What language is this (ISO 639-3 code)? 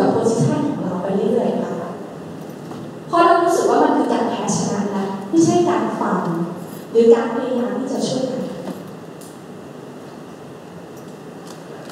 tha